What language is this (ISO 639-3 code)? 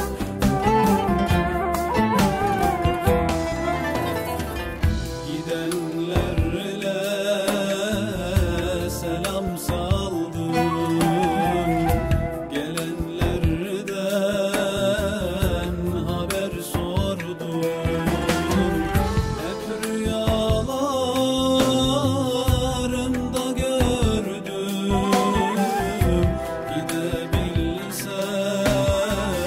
tur